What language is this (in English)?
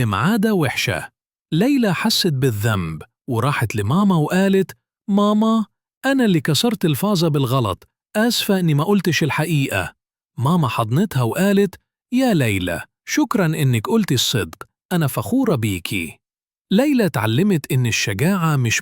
Egyptian Arabic